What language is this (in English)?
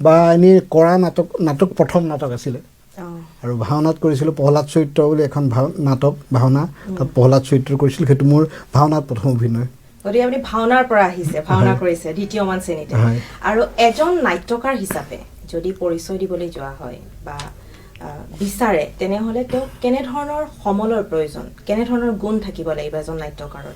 Assamese